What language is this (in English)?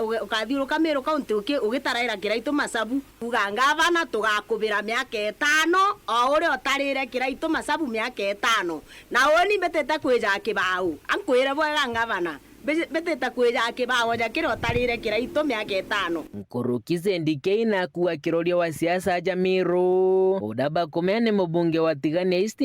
Meru